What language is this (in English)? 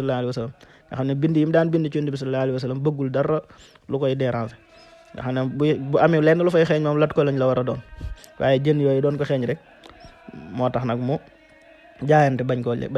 Wolof